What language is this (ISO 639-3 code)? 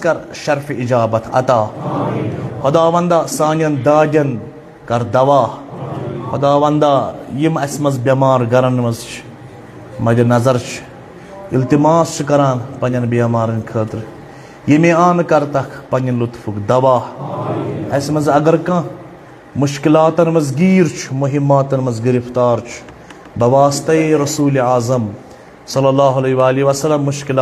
kas